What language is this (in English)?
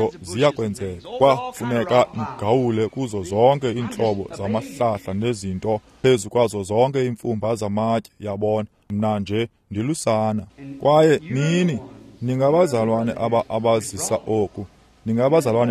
Xhosa